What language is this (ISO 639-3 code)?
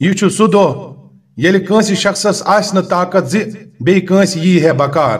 kas